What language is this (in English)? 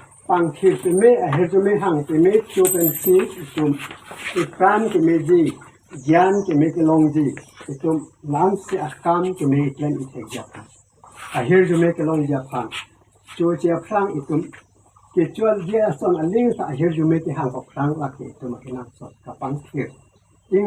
Karbi